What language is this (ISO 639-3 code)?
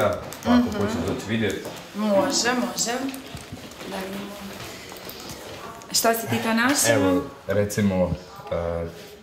hrv